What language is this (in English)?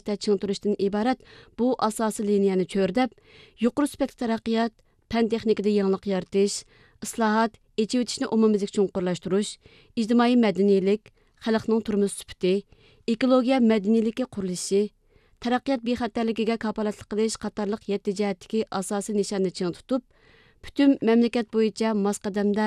Uyghur